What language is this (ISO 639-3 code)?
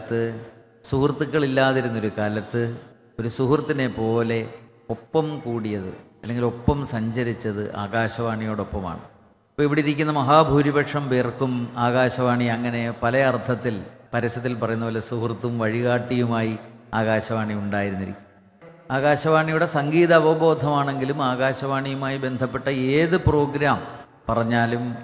mal